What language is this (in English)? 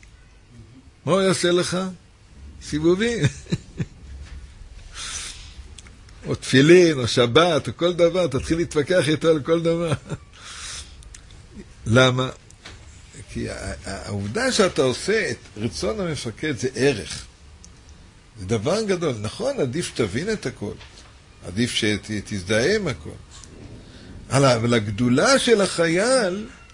Hebrew